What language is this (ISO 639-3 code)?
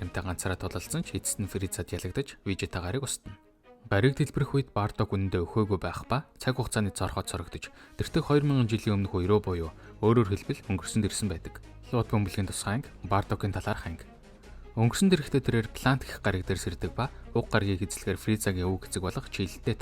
mon